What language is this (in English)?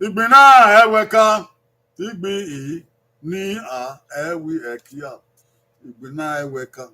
Bini